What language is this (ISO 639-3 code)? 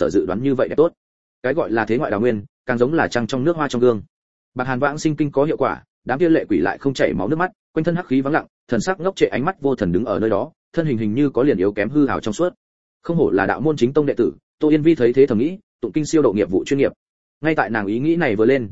vie